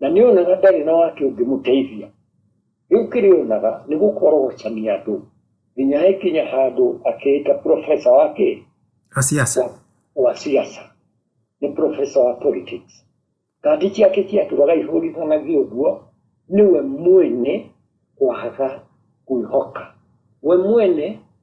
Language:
Kikuyu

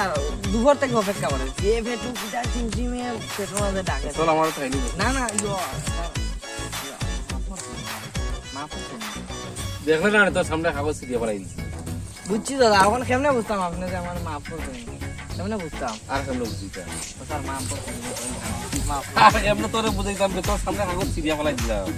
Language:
Sylheti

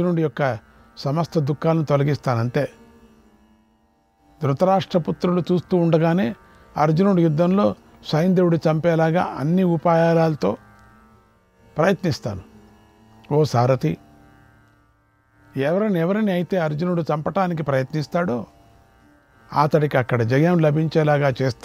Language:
Telugu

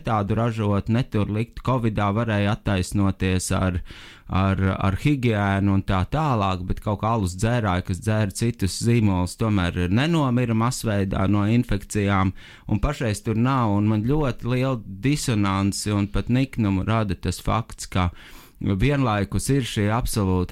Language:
Latvian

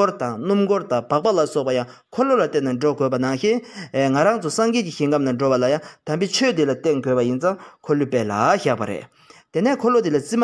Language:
Tibetan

